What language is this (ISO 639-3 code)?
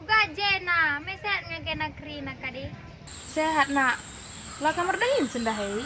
btx